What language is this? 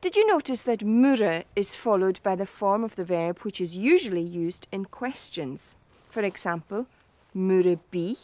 Scottish Gaelic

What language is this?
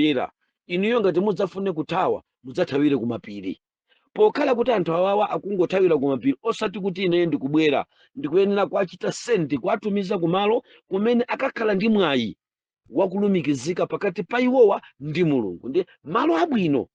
Nyanja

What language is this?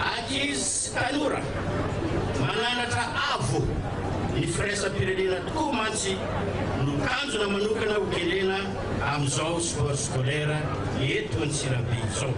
Malagasy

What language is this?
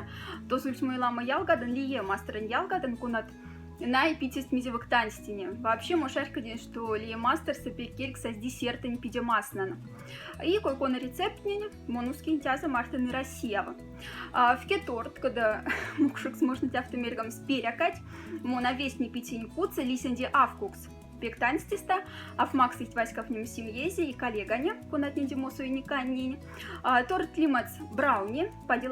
Moksha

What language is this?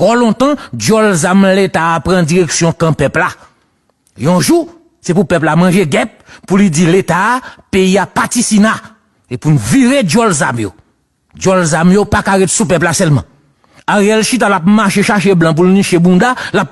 Haitian Creole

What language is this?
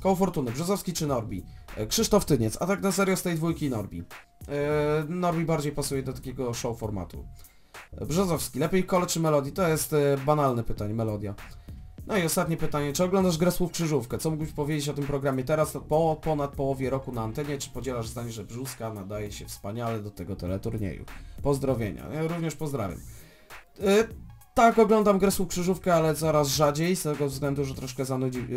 Polish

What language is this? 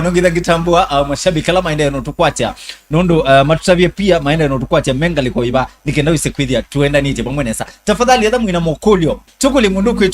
Kamba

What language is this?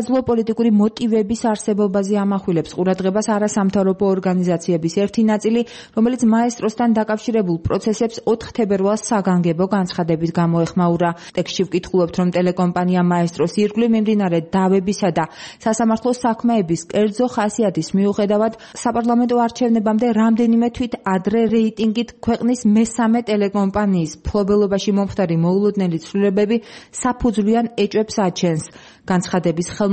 Georgian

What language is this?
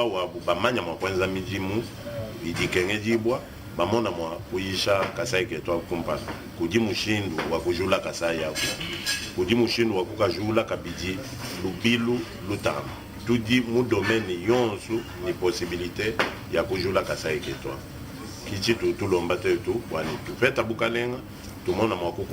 Luba-Lulua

